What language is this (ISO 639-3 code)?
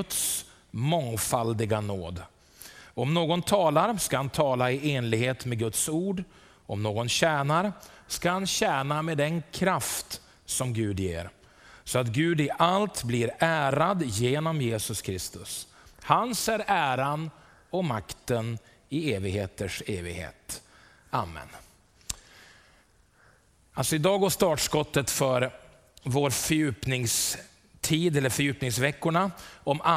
swe